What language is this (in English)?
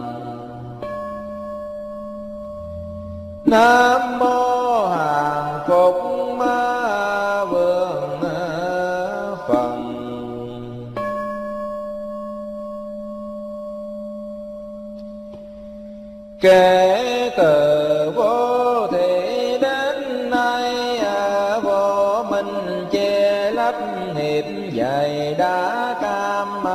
Vietnamese